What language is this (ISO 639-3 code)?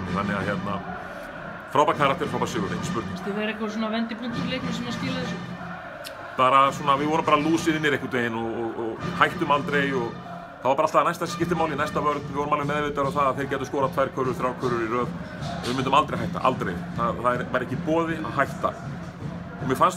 isl